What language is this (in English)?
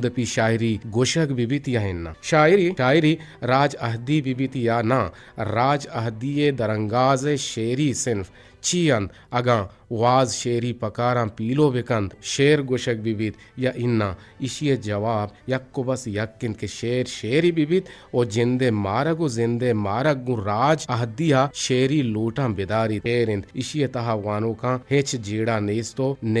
Eastern Balochi